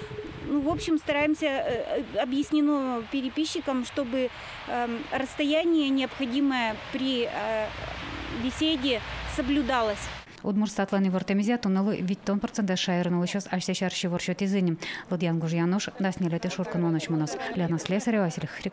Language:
Udmurt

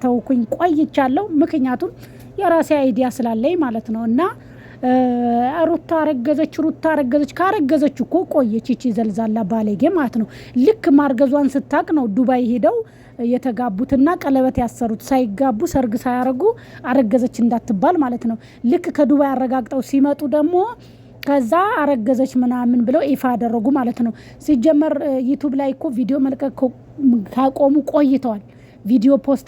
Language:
Amharic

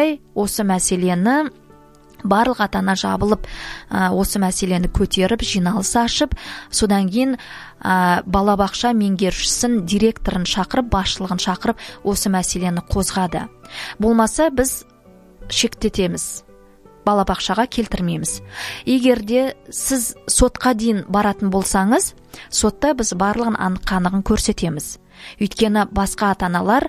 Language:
Kazakh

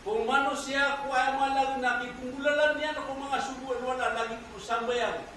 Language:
Maranao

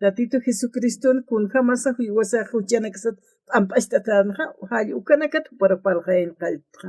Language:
Aymara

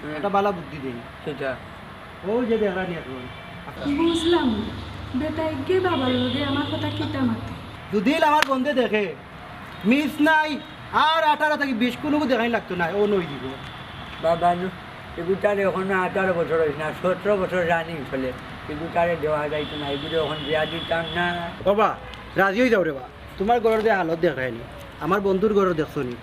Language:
Sylheti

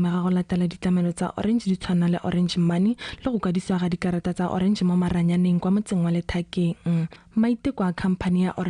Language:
Tswana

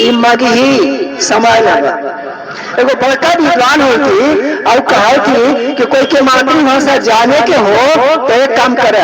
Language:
Magahi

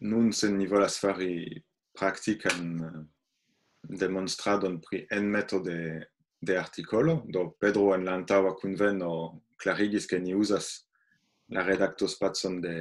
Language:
Esperanto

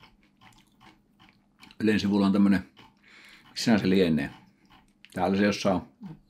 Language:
Finnish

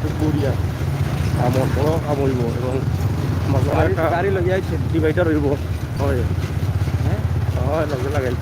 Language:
Sylheti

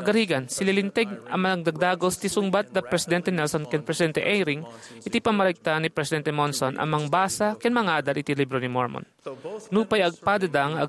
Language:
Iloko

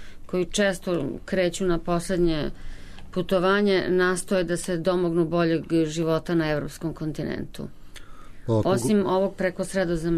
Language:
Serbian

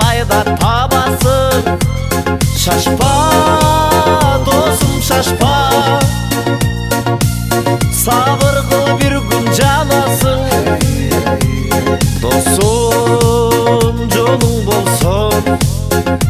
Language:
Kazakh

